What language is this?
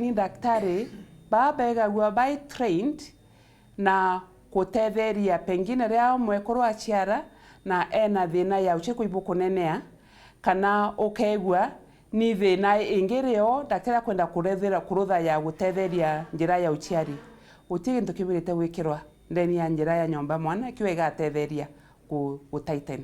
Meru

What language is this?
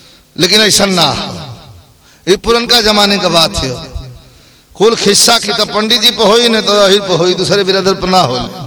Bhojpuri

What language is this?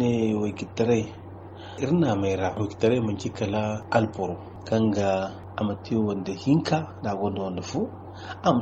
Zarma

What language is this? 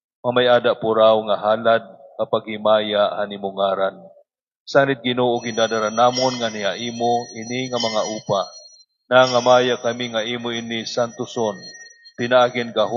Waray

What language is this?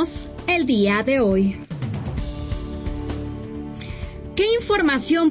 Spanish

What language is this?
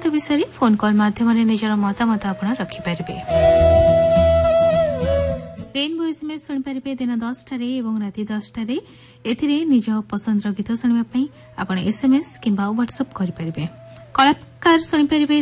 Odia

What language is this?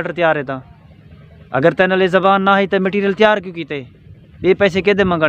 Saraiki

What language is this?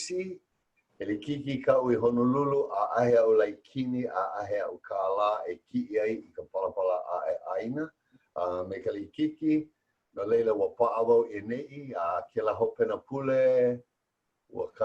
Hawaiian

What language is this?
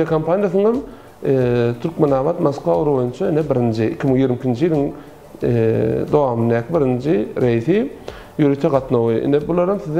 Turkmen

